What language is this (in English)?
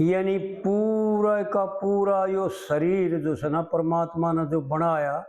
Haryanvi